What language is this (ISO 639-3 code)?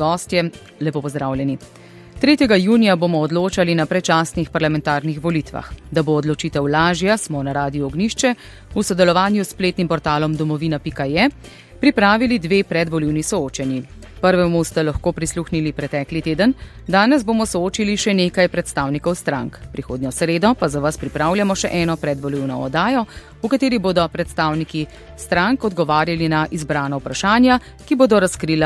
slv